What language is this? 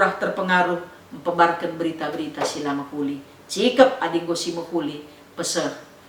Batak Karo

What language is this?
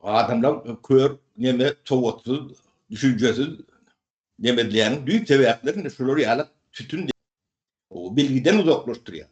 Turkmen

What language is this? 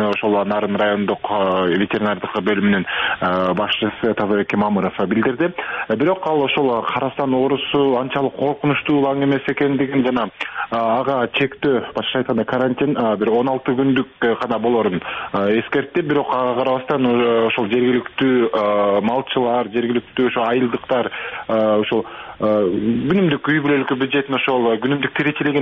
Kyrgyz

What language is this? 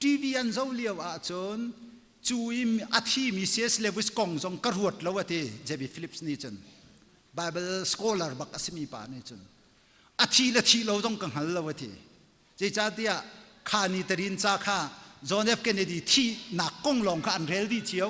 Hakha Chin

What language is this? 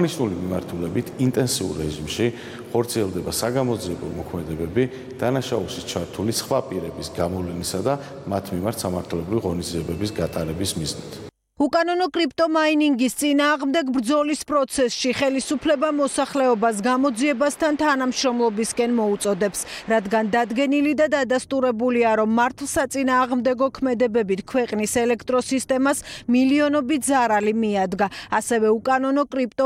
Georgian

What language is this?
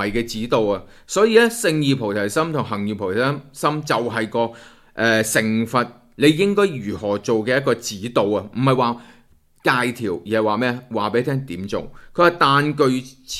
Cantonese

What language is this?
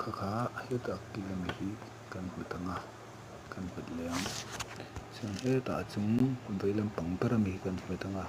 Mizo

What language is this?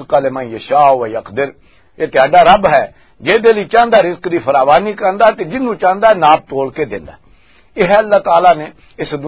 Western Panjabi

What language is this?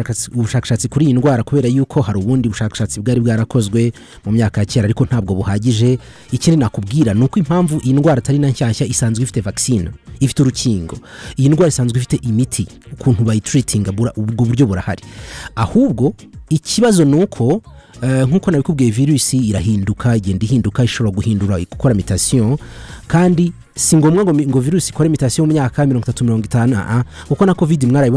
Kinyarwanda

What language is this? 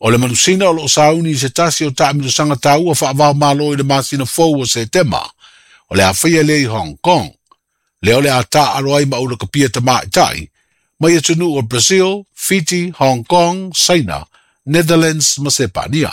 Samoan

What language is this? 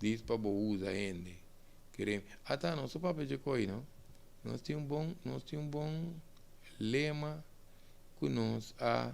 Papiamento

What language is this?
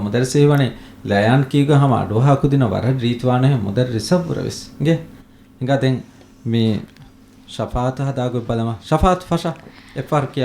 Divehi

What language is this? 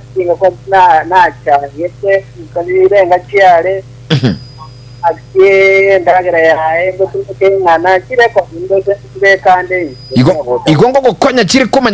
Gusii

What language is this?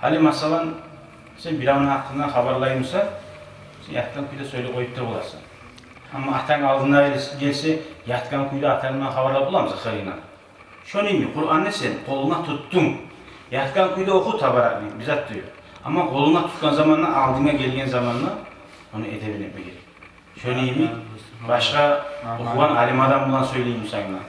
Kumyk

